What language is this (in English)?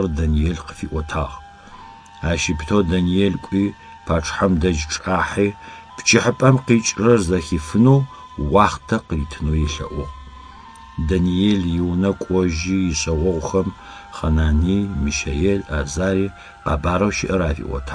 Adyghe